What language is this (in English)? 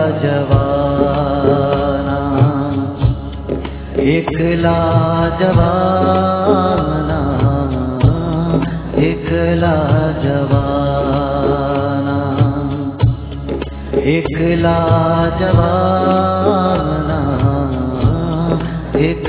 Gujarati